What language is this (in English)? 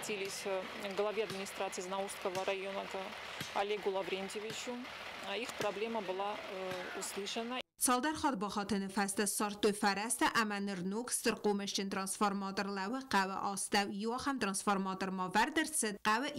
Ossetic